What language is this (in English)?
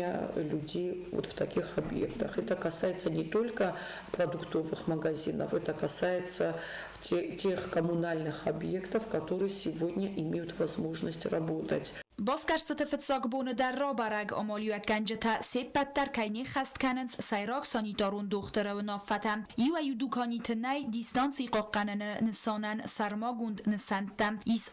Ossetic